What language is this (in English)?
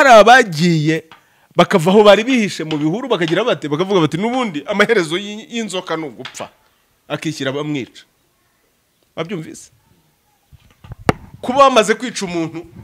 Kinyarwanda